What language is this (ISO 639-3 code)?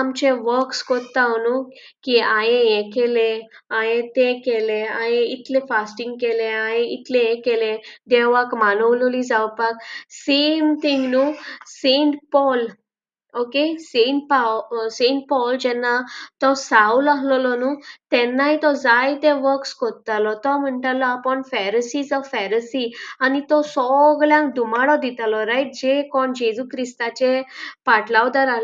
kok